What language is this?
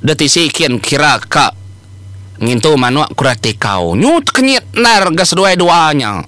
Iban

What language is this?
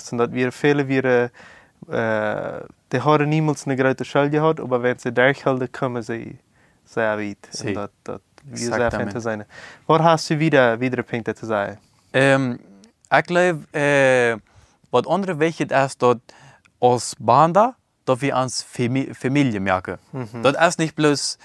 Plautdietsch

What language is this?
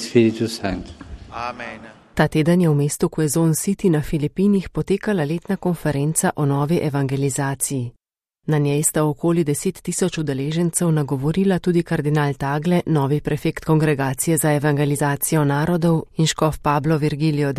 Slovenian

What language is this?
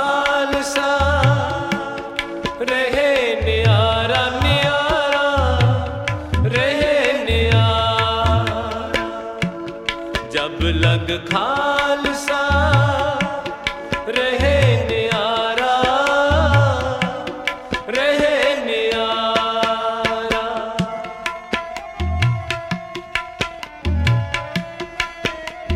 Punjabi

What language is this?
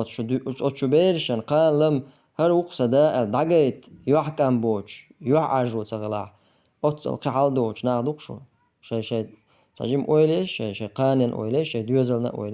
Chechen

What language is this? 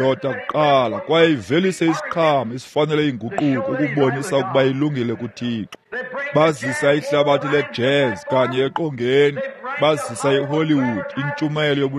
Xhosa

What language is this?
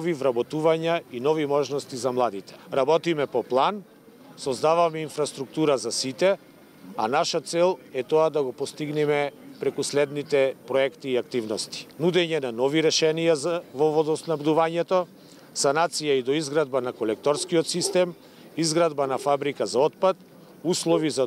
Macedonian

